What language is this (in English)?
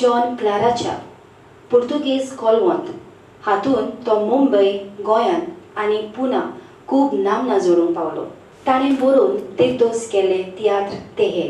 Konkani